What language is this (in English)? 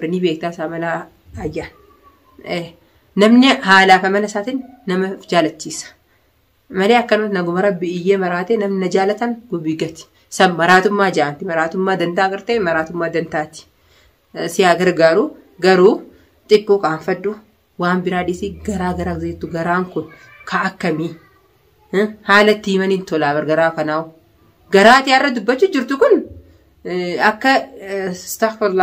Oromo